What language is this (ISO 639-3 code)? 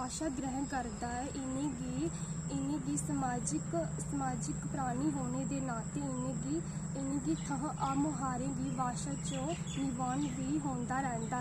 doi